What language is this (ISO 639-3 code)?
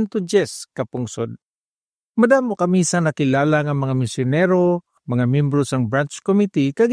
hil